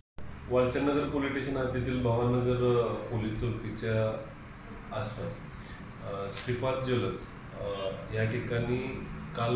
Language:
Marathi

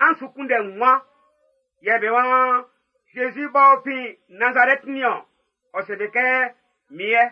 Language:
Baoulé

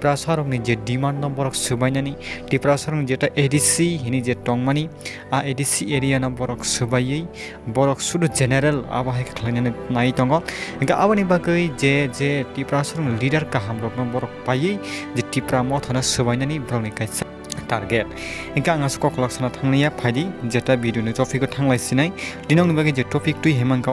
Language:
Kok Borok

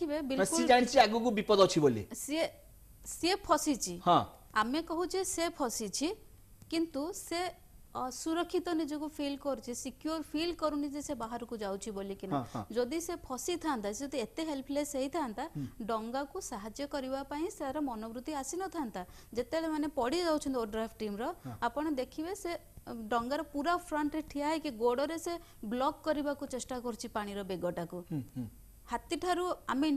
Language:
Odia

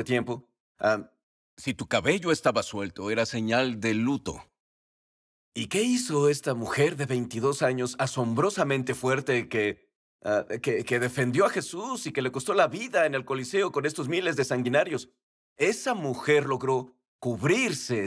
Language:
Spanish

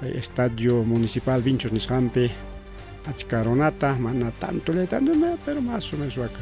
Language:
Ayacucho Quechua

